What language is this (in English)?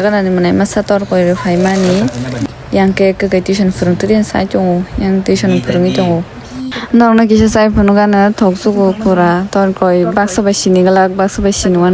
Kok Borok